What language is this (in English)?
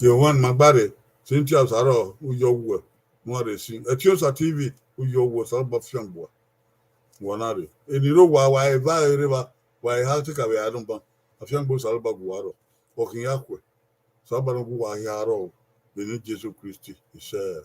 Bini